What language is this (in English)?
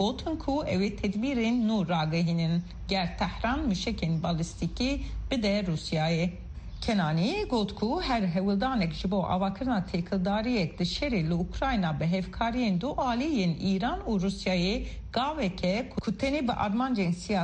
Kurdish